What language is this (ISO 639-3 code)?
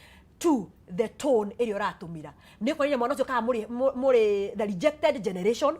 kik